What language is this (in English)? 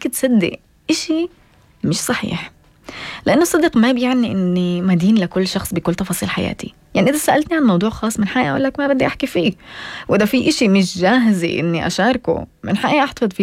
North Levantine Arabic